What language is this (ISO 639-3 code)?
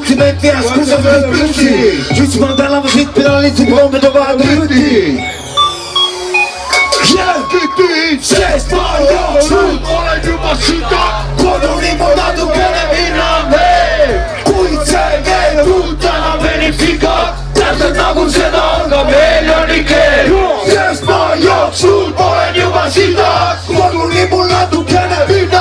est